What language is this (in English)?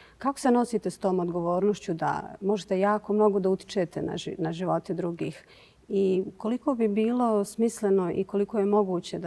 Bosnian